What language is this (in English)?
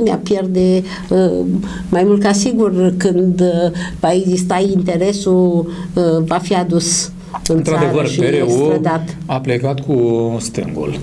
Romanian